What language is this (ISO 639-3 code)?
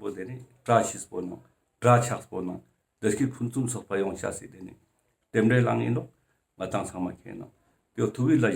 lbj